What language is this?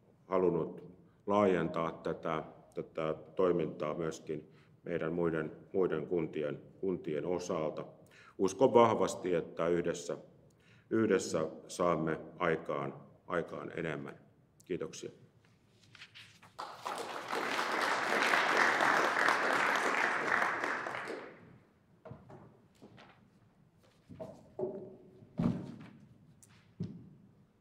Finnish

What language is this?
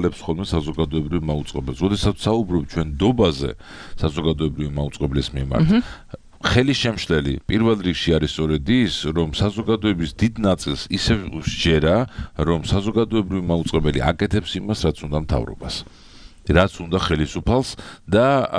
Georgian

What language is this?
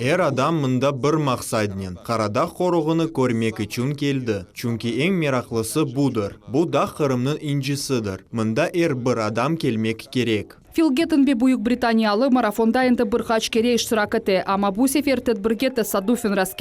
Crimean Tatar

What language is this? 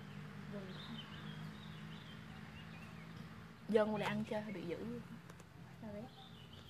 Vietnamese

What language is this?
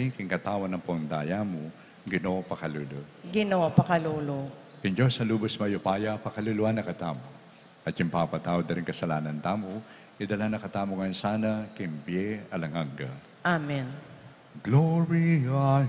Pampanga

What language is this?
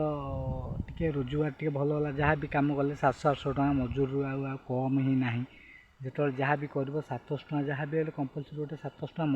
Odia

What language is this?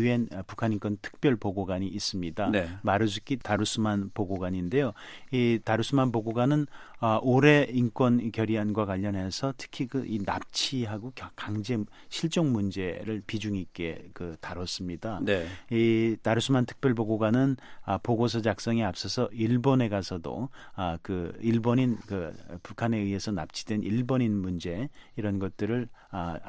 Korean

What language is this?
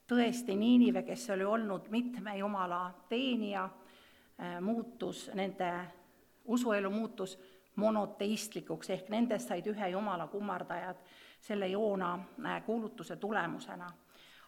Estonian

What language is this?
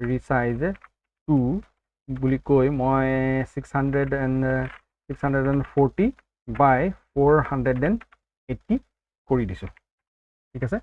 Assamese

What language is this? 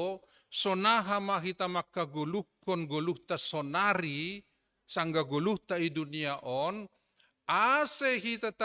Batak Simalungun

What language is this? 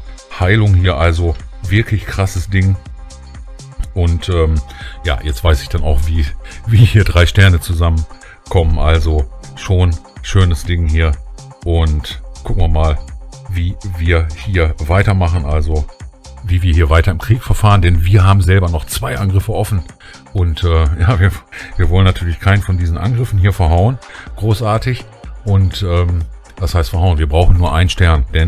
German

